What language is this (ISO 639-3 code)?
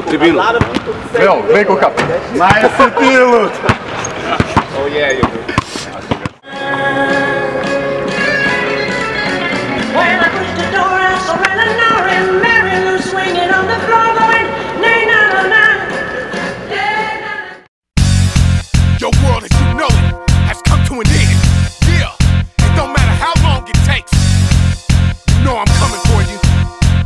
srp